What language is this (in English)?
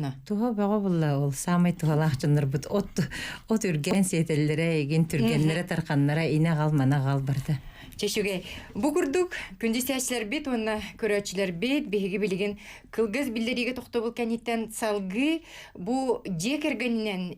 Yakut